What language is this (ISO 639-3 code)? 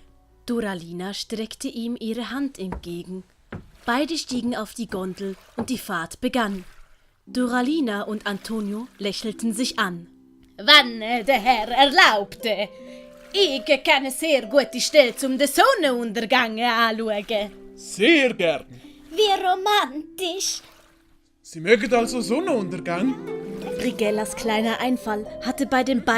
gsw